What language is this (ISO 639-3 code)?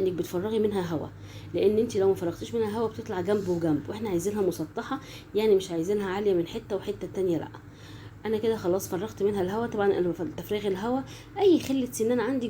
arz